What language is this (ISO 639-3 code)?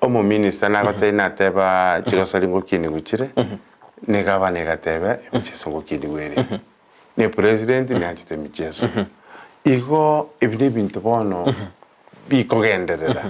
guz